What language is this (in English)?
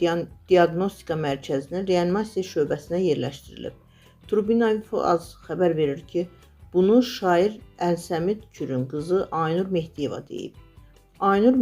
Azerbaijani